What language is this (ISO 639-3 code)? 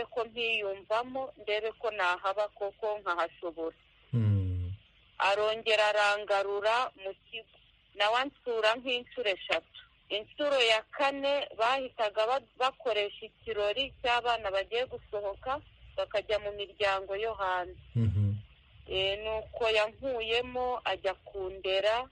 kin